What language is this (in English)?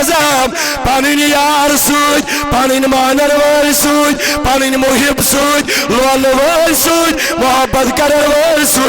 Kashmiri